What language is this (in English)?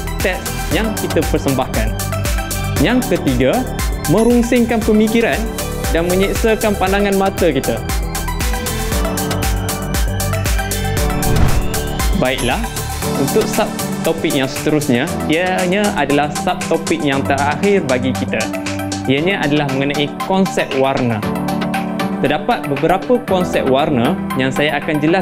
Malay